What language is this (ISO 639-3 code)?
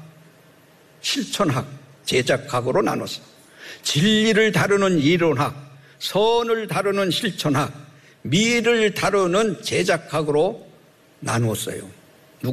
kor